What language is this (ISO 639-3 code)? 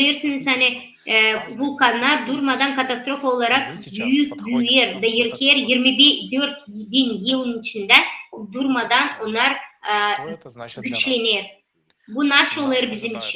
gag